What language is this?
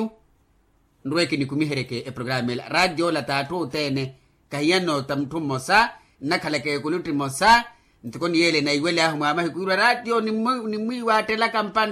Makhuwa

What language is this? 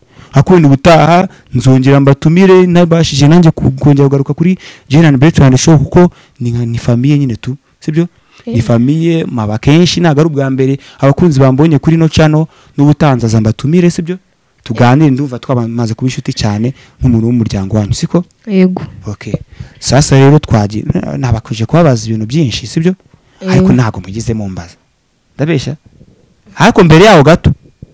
Kinyarwanda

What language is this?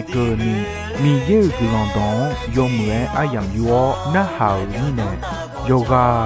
Akha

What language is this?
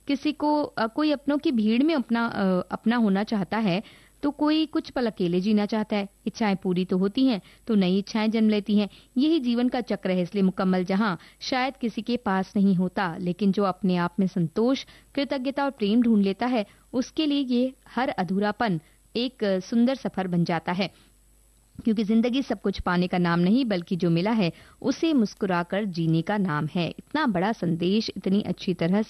Hindi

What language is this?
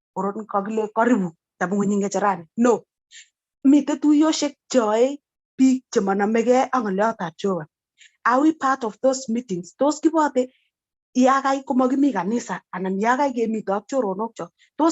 Kalenjin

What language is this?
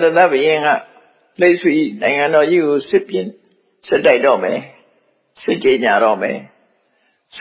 Burmese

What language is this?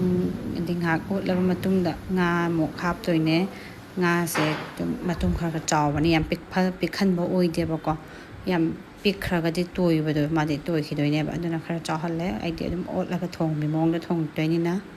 Manipuri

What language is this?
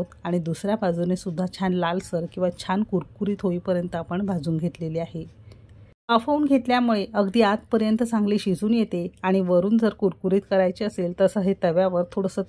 Marathi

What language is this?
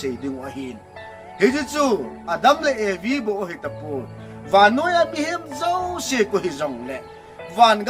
Thado Chin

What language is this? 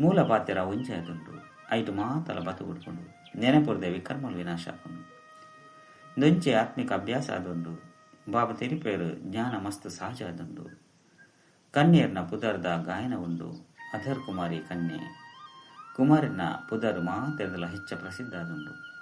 Tulu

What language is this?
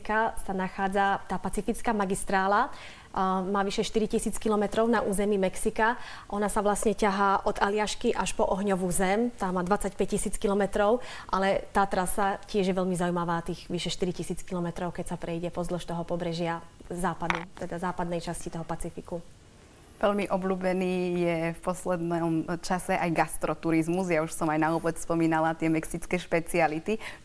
Slovak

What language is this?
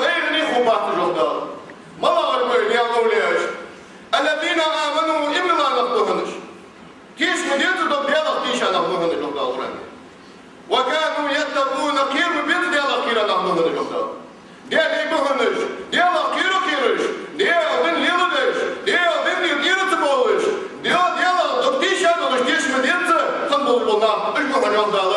Ingush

